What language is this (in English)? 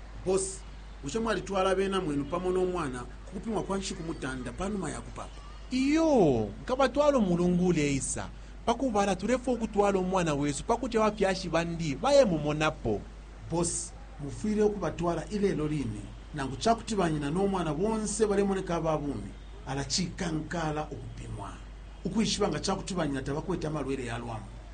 Bemba